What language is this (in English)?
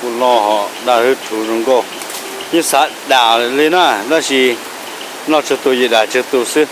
Hmong